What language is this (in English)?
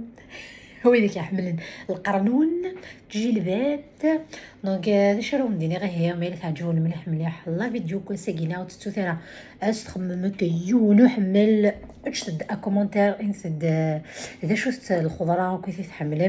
Kabyle